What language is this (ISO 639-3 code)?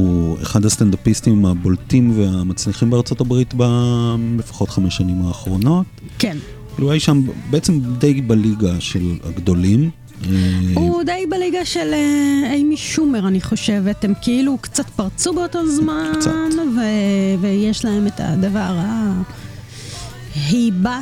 heb